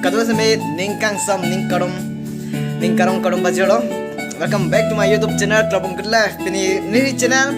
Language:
Karbi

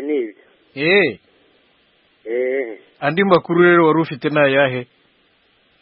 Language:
Kinyarwanda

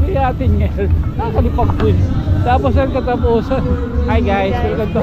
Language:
Waray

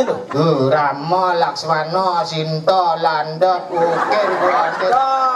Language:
Balinese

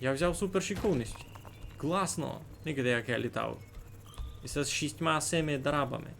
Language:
Rusyn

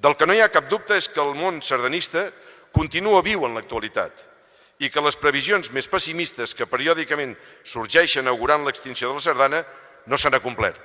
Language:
Catalan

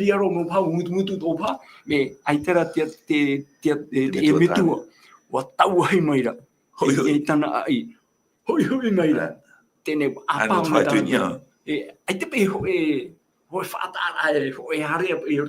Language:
Tahitian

